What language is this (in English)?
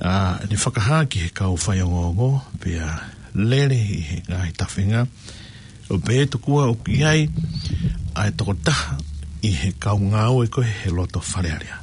Tongan